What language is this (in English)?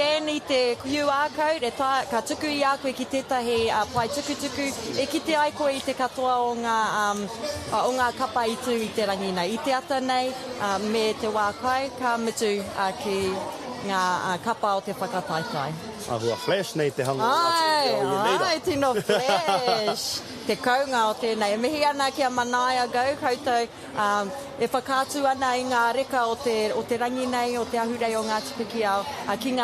Māori